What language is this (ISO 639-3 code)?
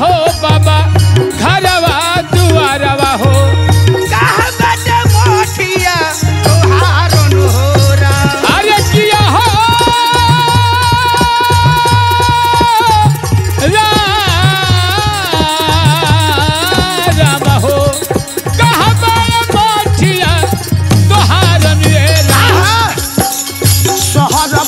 bho